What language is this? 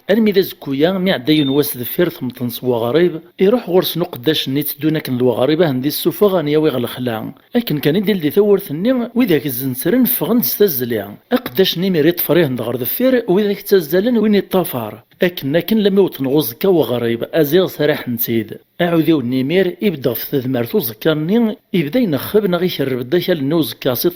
Kabyle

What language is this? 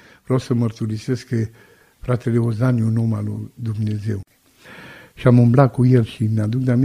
Romanian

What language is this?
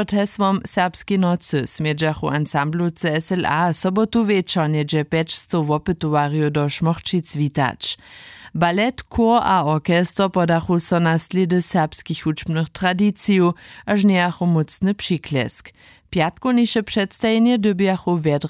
Upper Sorbian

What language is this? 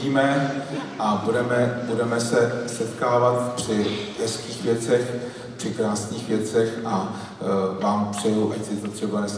Czech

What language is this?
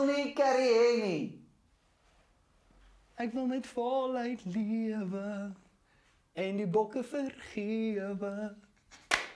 Afrikaans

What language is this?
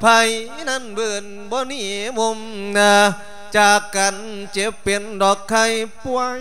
Lao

